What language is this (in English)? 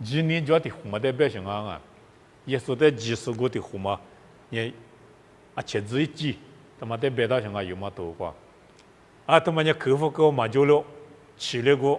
Lisu